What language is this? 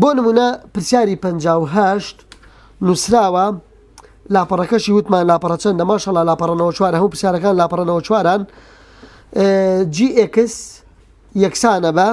Central Kurdish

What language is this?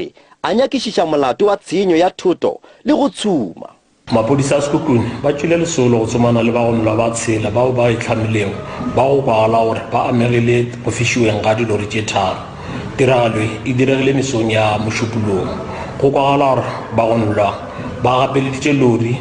Northern Sotho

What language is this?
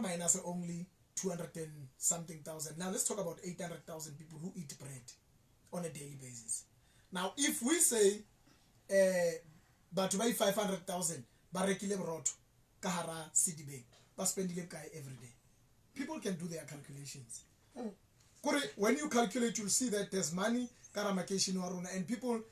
Southern Sotho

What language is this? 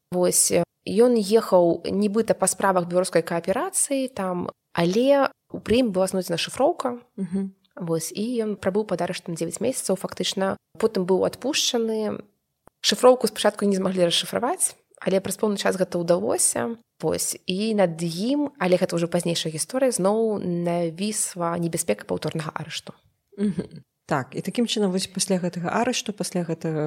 Belarusian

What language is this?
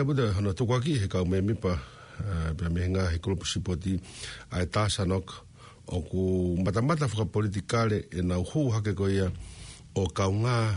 Tongan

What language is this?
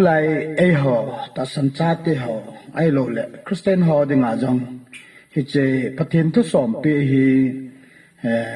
Thado Chin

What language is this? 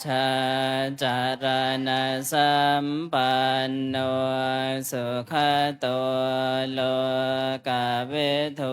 Pali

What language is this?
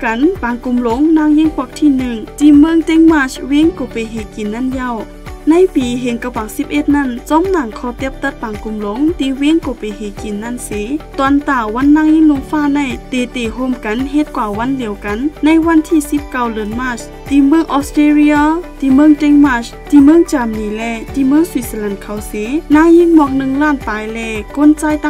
Shan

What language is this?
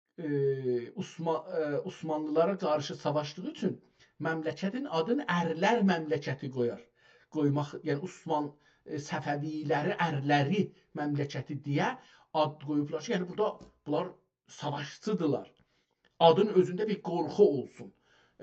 South Azerbaijani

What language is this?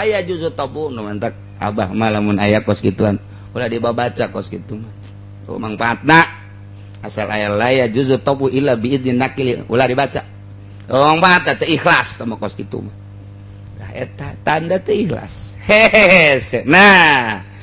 Sundanese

